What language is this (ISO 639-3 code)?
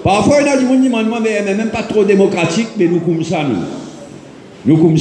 mfe